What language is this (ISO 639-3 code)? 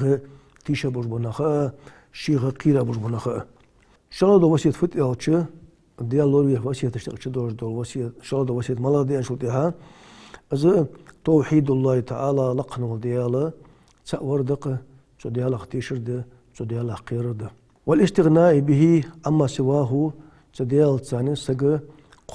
inh